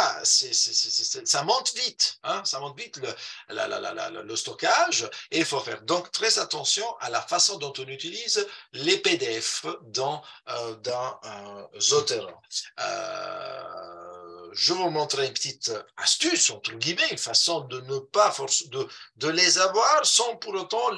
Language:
French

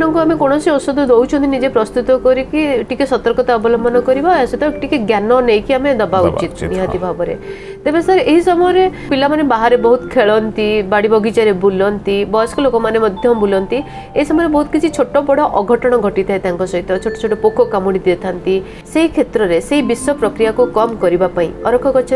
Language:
Odia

